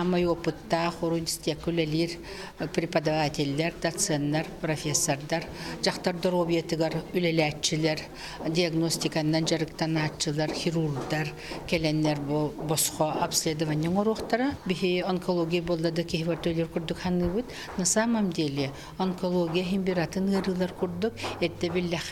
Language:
Yakut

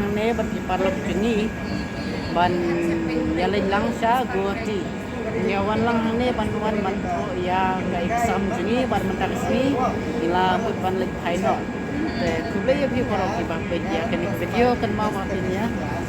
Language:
Khasi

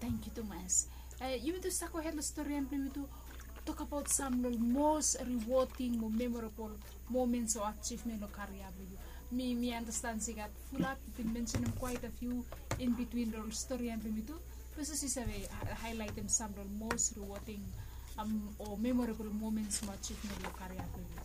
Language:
Bislama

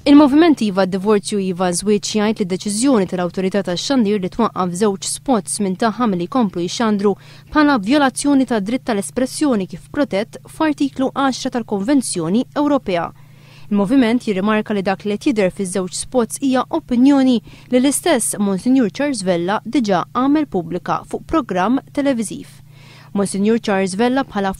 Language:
Maltese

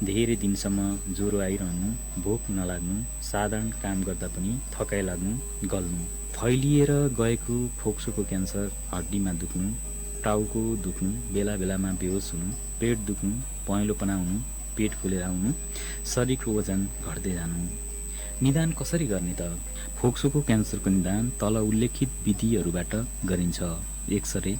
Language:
Nepali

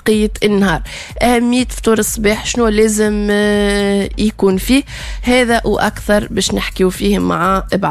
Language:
Tunisian Arabic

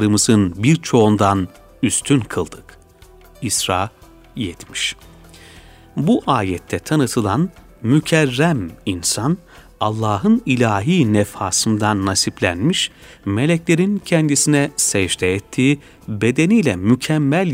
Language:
Turkish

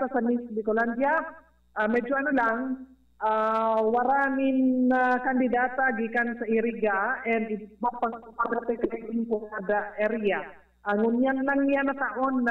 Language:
Bikol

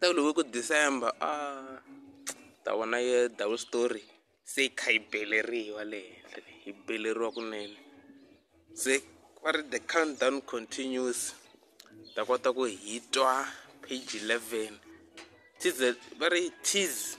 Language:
Tsonga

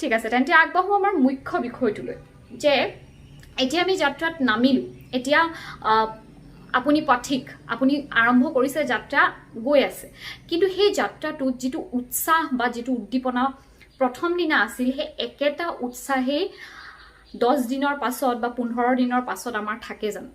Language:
Assamese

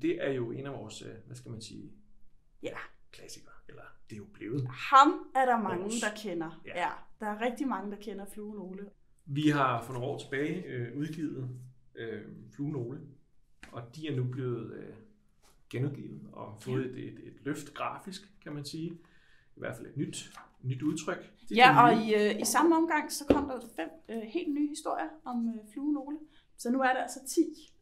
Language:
Danish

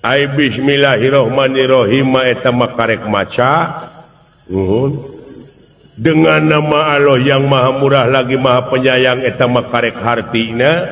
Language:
Sundanese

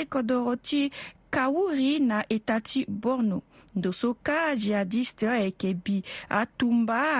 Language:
Sango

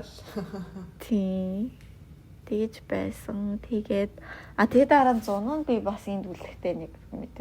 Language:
Mongolian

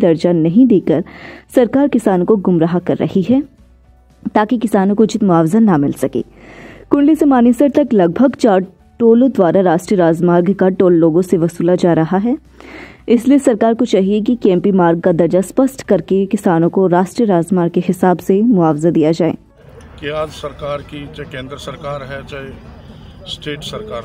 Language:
Hindi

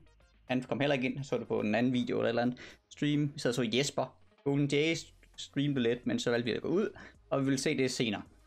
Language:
Danish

